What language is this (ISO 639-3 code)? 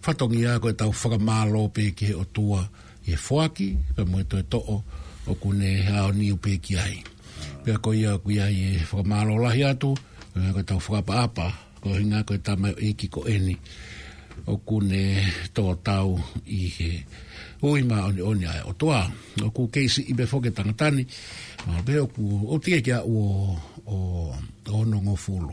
ton